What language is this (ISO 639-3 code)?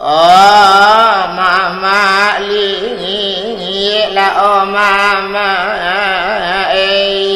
min